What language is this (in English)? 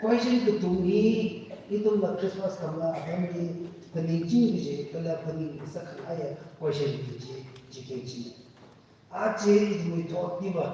Tangkhul Naga (India)